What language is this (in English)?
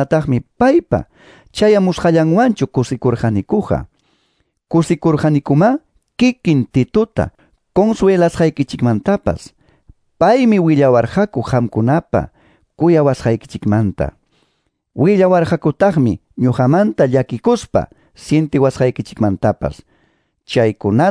Quechua